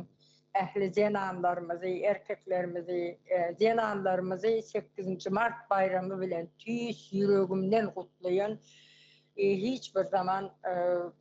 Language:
Turkmen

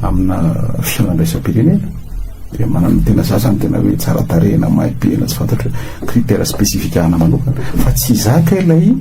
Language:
Malagasy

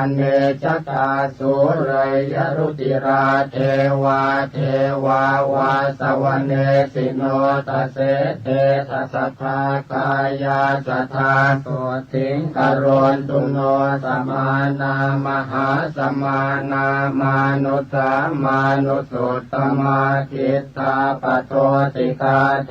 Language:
Pali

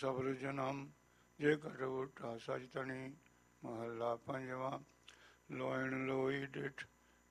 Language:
Punjabi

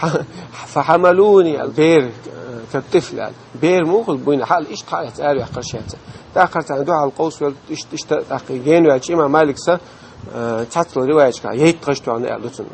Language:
Chechen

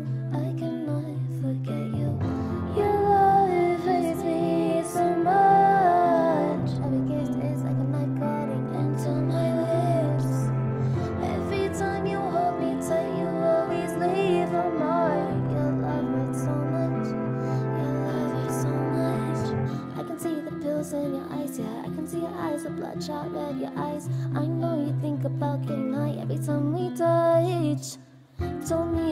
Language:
English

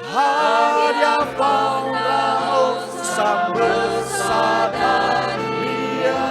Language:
Nias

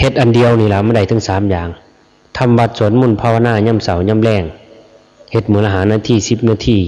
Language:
Lao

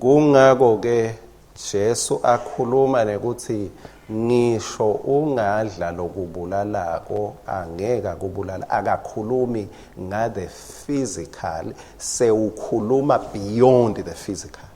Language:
Swati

